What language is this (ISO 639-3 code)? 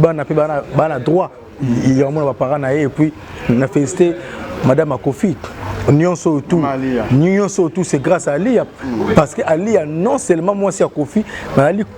lin